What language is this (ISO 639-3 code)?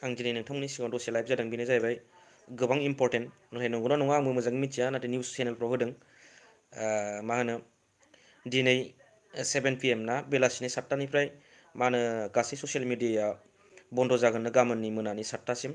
brx